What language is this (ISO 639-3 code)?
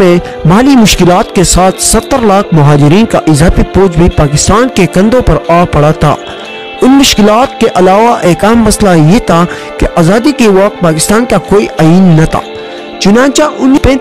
urd